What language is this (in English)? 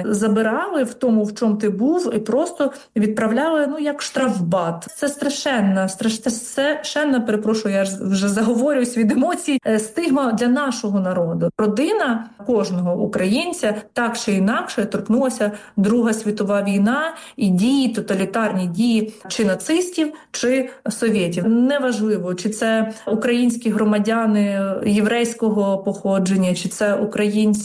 Ukrainian